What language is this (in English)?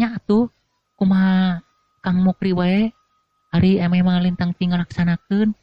Sundanese